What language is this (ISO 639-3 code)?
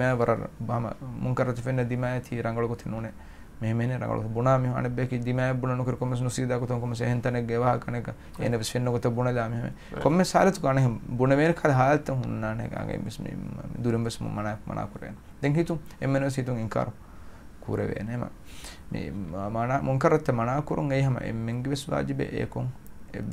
div